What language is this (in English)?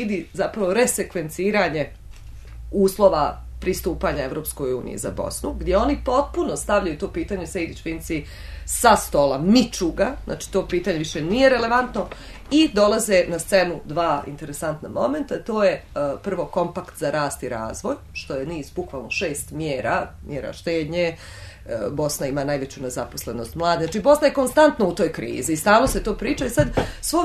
Bosnian